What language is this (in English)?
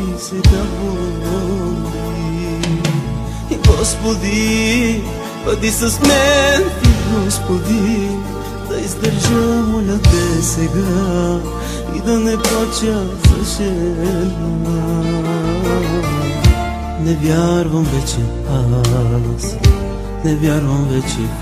Bulgarian